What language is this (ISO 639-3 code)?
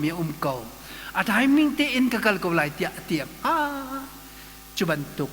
cnh